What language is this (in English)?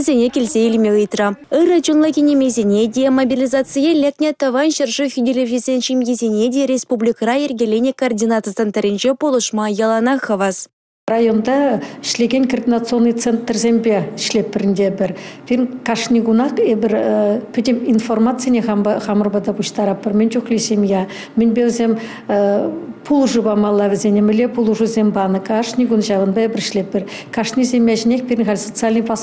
Chuvash